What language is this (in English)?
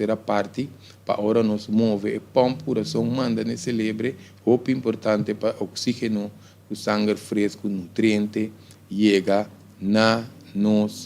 Papiamento